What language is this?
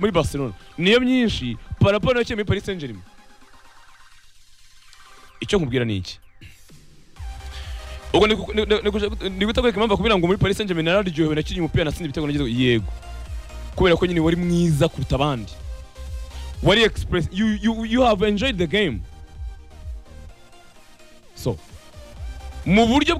Kinyarwanda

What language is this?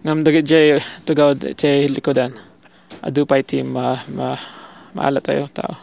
Iloko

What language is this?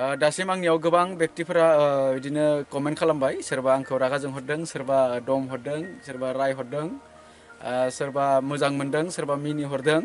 Bodo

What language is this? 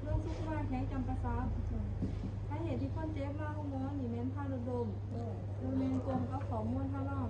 Lao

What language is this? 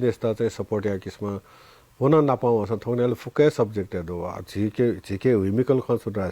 Newari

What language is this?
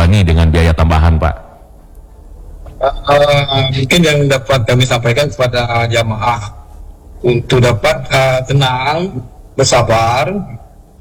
Indonesian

